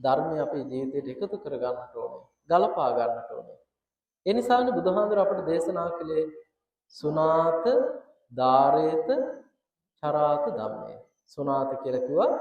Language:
Sinhala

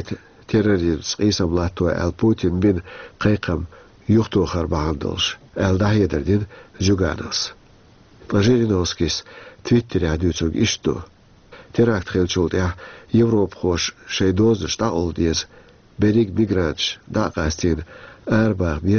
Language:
Chechen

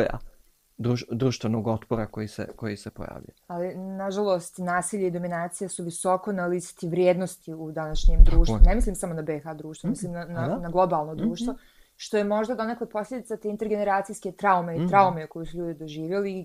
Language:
Bosnian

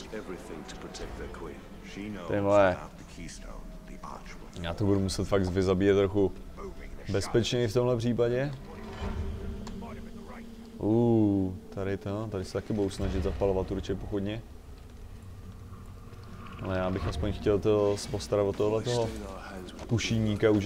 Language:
Czech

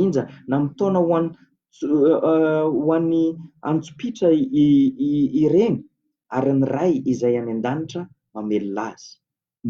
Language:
Malagasy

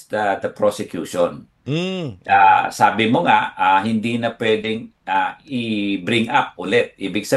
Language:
Filipino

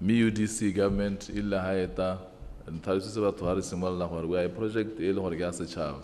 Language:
Tswana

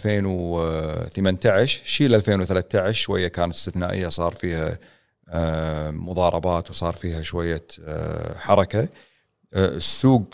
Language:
Gulf Arabic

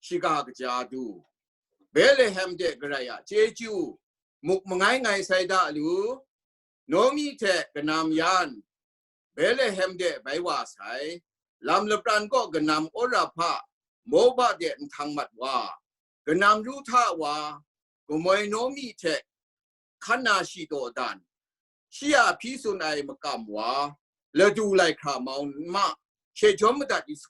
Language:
Kachin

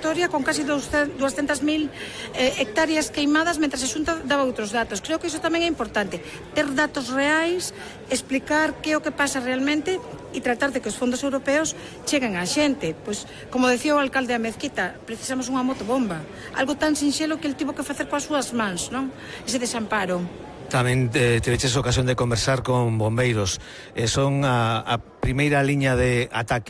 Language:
Galician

